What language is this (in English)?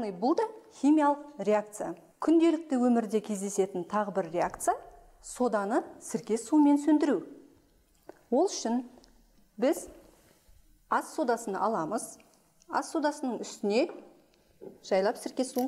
Kazakh